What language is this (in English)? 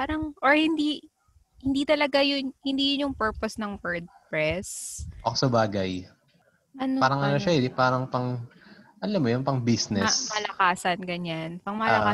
Filipino